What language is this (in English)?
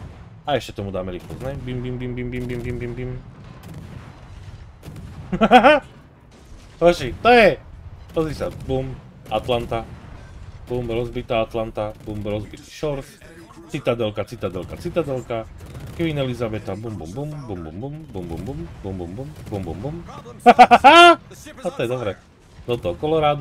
Slovak